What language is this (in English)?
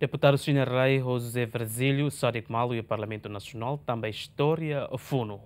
Tetum